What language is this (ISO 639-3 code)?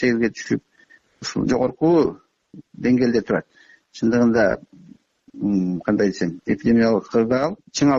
kir